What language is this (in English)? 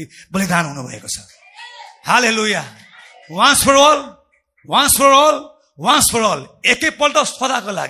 Nepali